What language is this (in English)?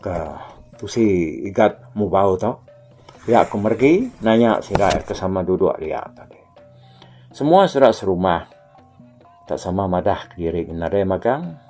Iban